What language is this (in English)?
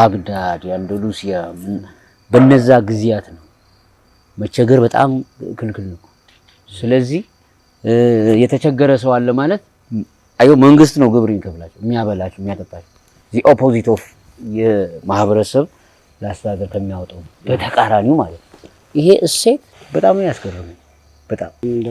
Amharic